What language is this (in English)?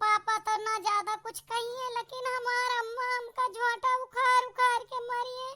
Awadhi